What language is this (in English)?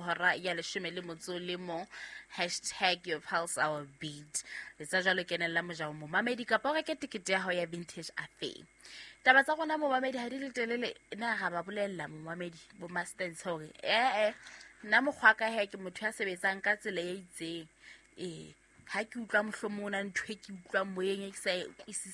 Southern Sotho